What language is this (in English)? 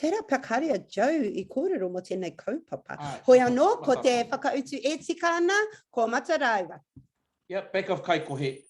Māori